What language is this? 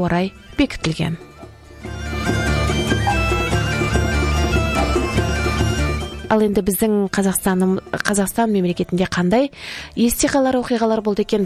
Kazakh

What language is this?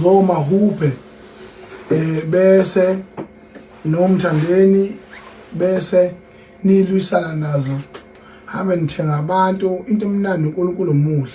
Zulu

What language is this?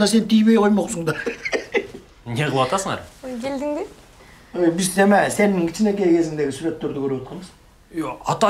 Kyrgyz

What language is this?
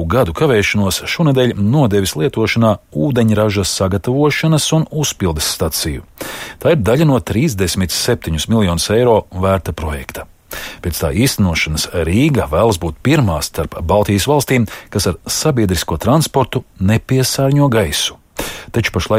Latvian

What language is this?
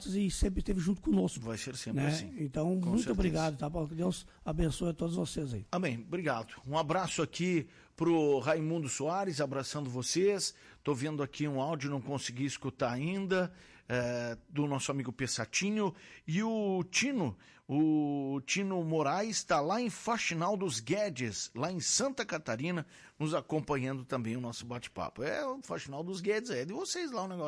Portuguese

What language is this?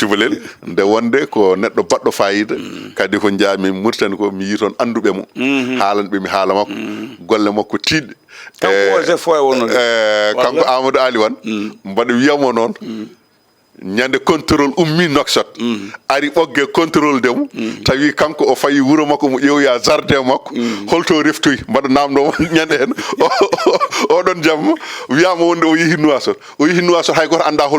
Fula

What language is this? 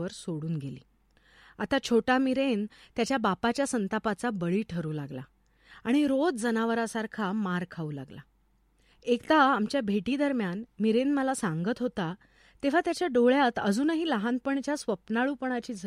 Marathi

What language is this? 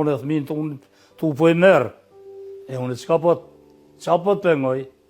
Albanian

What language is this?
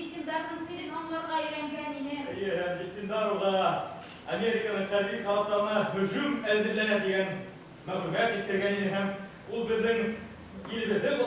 Bashkir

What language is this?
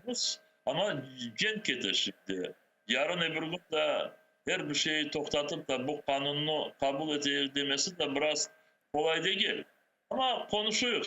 Crimean Tatar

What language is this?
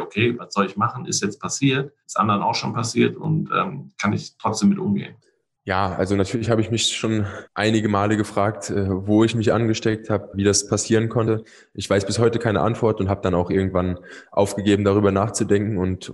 German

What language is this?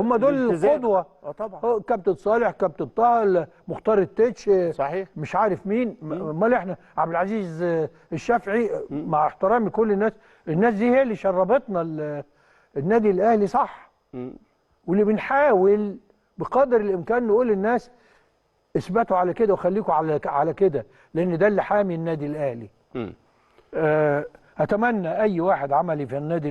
Egyptian Arabic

